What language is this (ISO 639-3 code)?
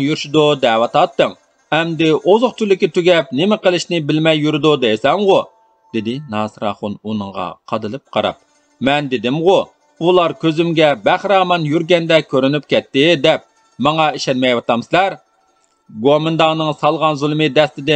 uig